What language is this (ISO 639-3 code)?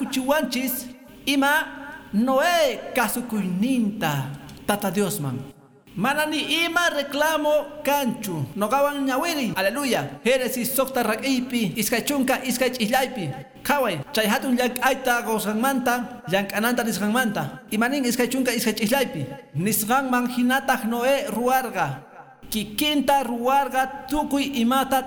que